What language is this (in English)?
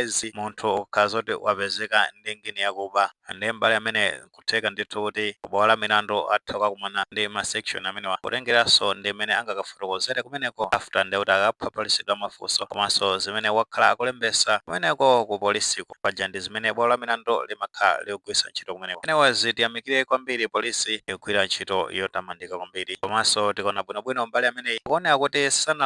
Nyanja